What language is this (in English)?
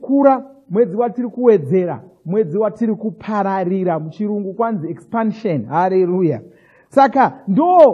Shona